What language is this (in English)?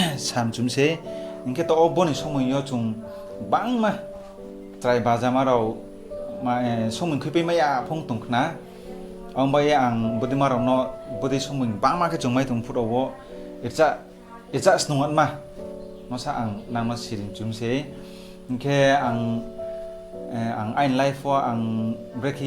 Riang (India)